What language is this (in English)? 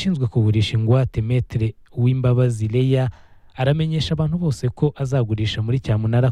Kinyarwanda